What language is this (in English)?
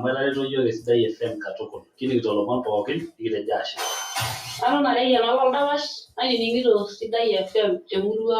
Masai